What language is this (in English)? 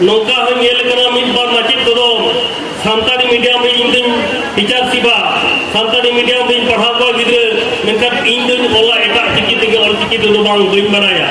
Santali